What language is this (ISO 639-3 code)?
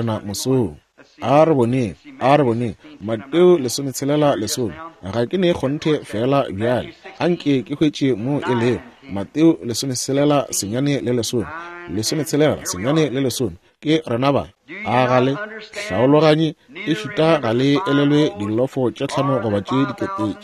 nso